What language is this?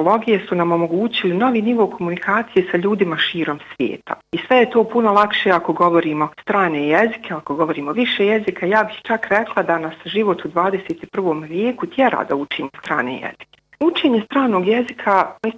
Bosnian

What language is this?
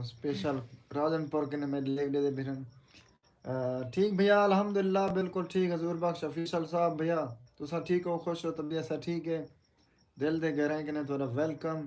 Saraiki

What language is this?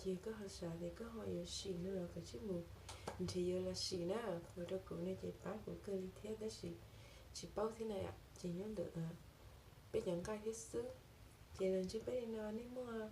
Hmong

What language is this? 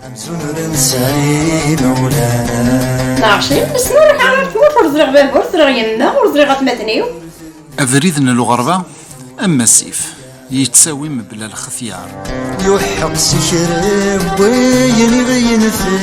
Kabyle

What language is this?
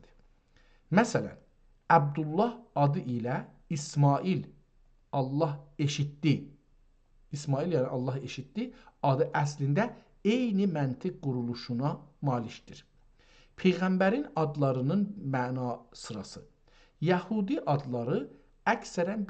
South Azerbaijani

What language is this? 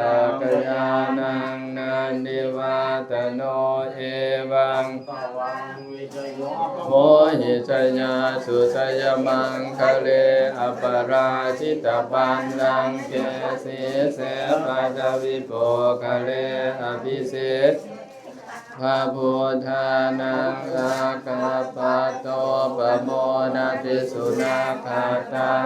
Pali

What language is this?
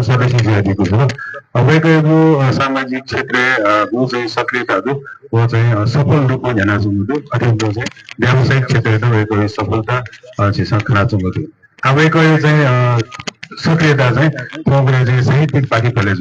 Newari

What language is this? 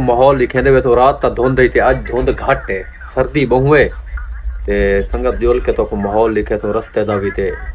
Saraiki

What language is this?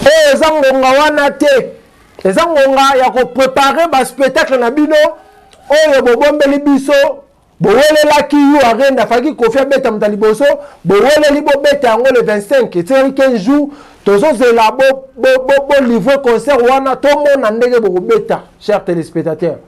Lingala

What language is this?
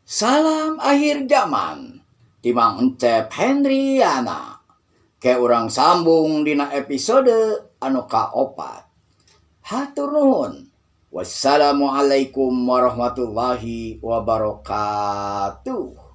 Sundanese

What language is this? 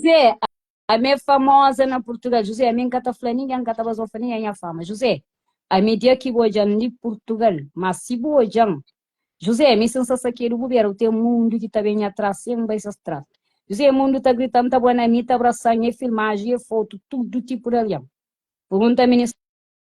Kabuverdianu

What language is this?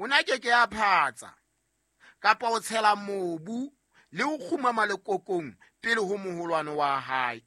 Southern Sotho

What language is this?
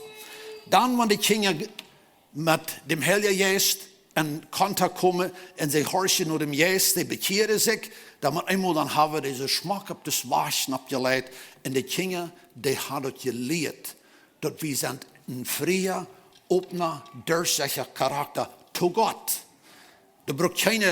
Plautdietsch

